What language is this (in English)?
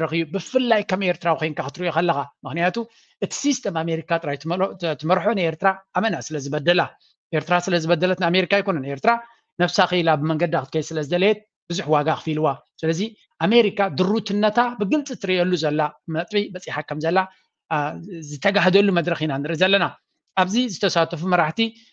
Tigrinya